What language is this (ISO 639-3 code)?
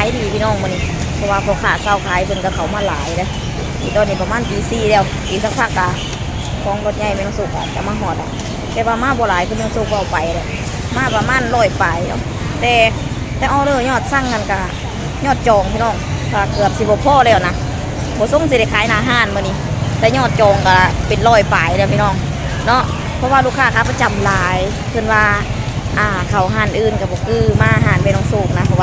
lao